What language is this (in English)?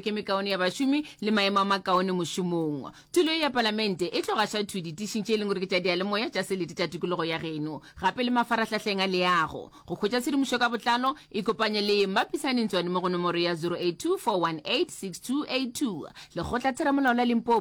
Northern Sotho